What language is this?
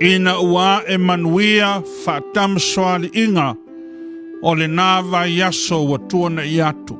Samoan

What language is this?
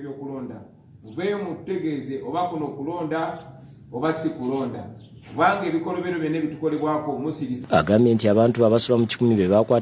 Ganda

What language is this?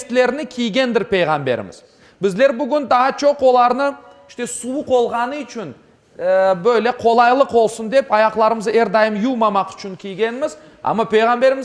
Crimean Tatar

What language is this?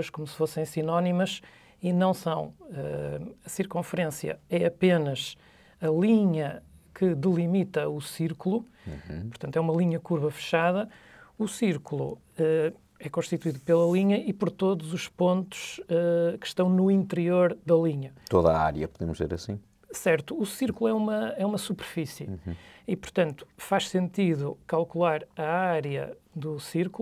Portuguese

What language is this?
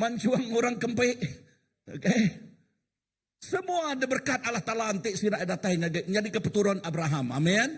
Iban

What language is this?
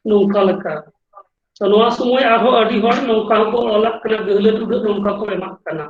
Santali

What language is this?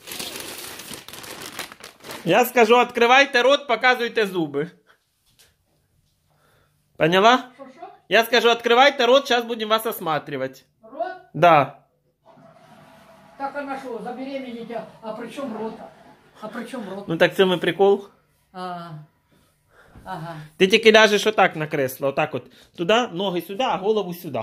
Russian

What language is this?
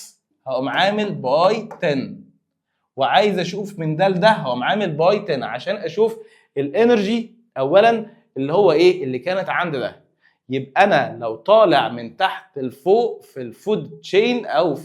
Egyptian Arabic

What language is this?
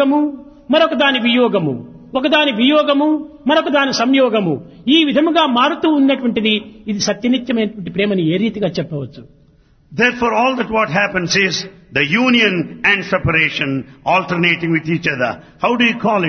Telugu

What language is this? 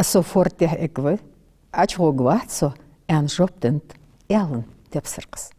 Ingush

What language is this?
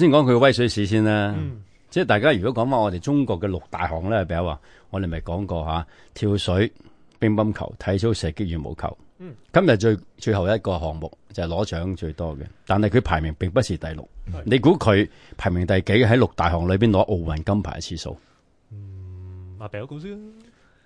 Cantonese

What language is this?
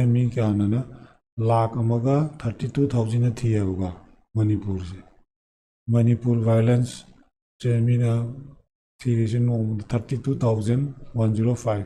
Manipuri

